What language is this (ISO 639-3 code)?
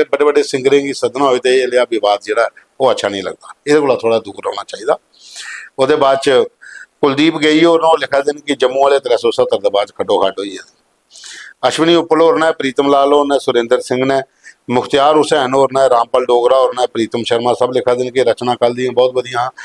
doi